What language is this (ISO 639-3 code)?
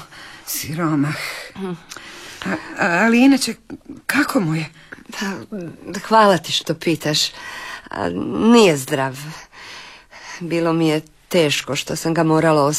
hrv